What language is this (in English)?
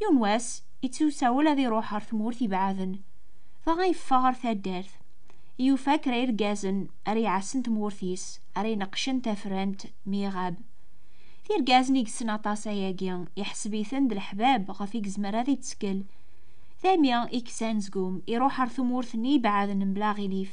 Kabyle